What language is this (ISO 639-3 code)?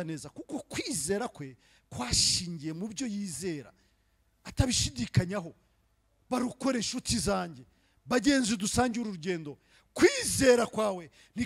kin